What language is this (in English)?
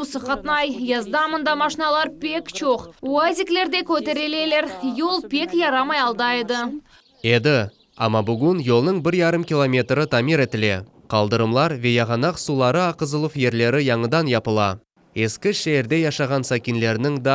Crimean Tatar